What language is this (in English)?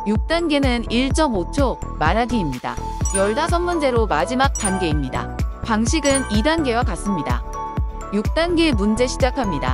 Korean